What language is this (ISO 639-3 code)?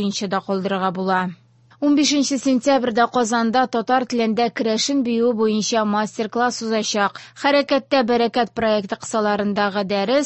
tat